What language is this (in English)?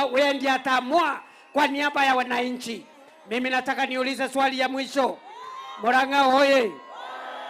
Gusii